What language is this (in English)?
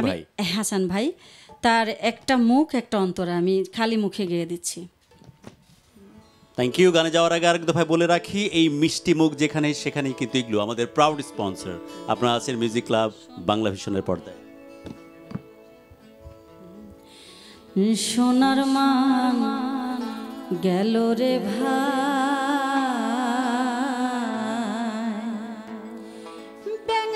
Bangla